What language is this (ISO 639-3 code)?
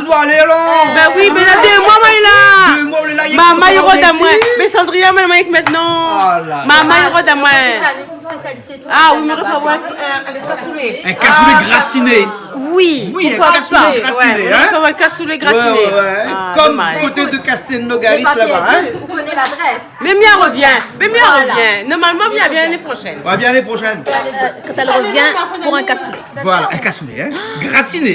rcf